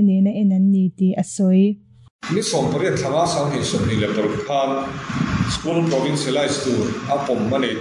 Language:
Mizo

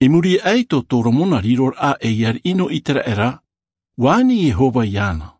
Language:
Tahitian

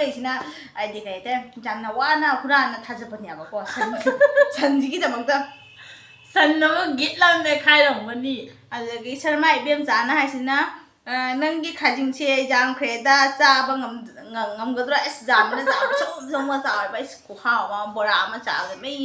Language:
Manipuri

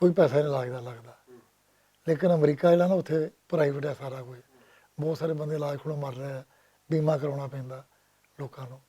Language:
Western Panjabi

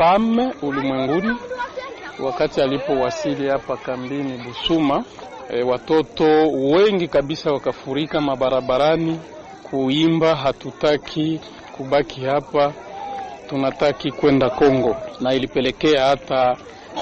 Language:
Swahili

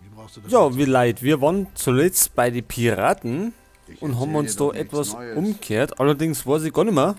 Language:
Bavarian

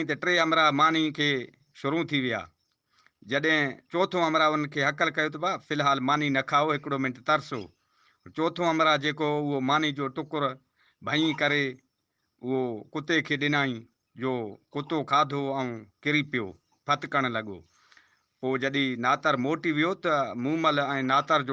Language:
Sindhi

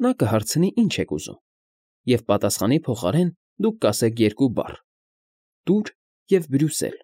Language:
Armenian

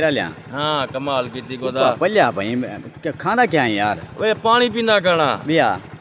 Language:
Saraiki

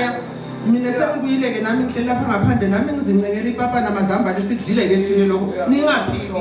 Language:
Zulu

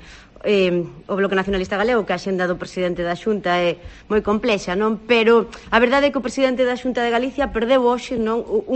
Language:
Galician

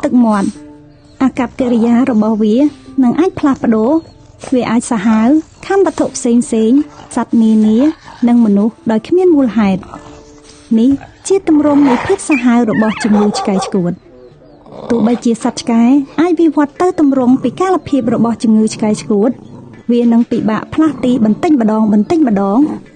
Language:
Khmer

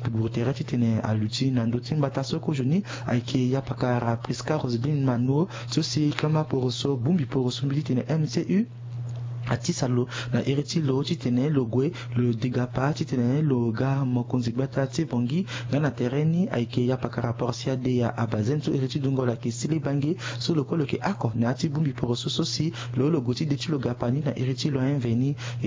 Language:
Sango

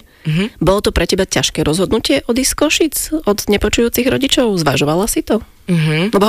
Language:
Slovak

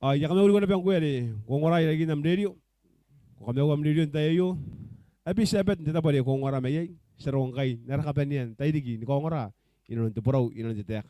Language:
Gilbertese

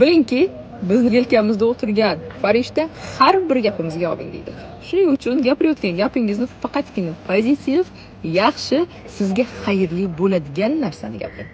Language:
Uzbek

